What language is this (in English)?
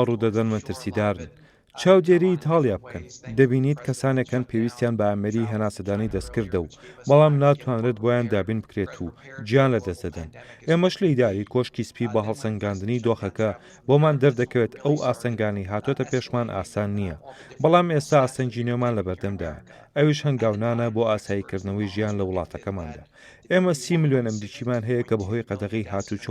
Central Kurdish